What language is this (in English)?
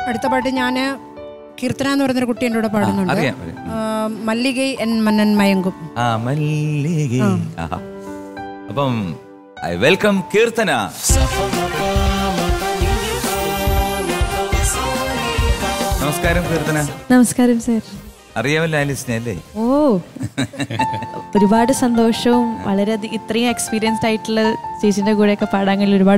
Malayalam